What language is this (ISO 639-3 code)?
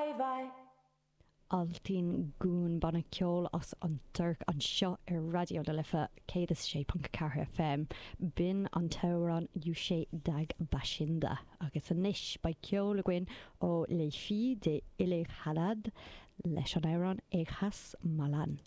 gle